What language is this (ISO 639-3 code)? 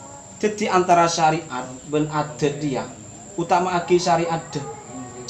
mad